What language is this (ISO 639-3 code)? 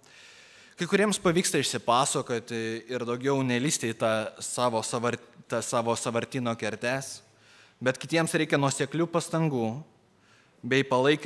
lit